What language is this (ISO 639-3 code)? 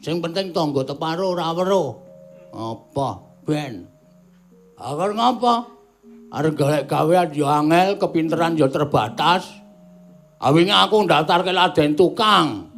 jav